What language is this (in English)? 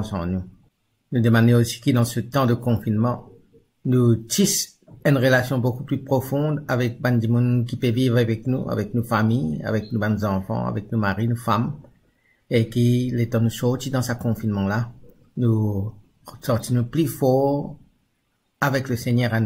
Morisyen